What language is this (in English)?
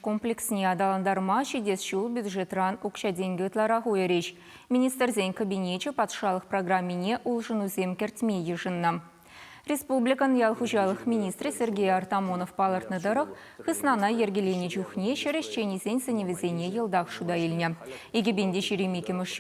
Chuvash